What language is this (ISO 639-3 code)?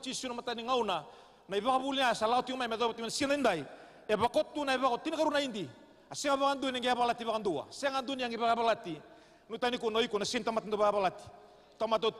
fij